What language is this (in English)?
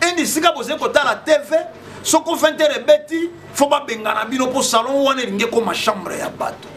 Lingala